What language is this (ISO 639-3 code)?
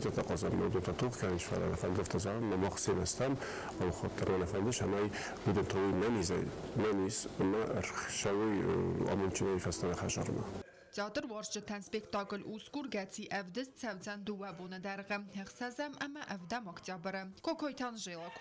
oss